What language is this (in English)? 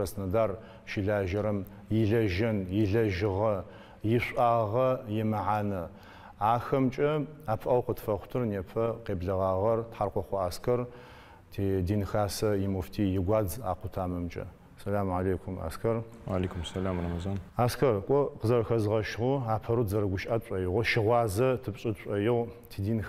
Adyghe